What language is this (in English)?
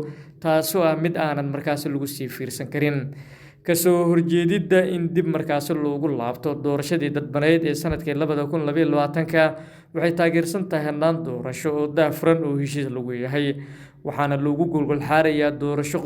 Somali